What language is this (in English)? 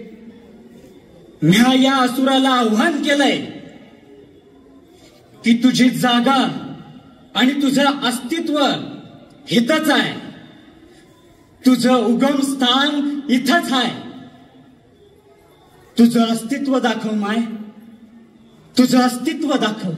Marathi